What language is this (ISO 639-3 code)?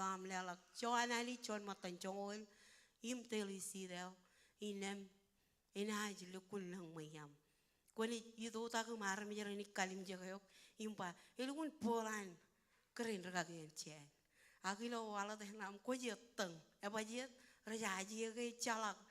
mah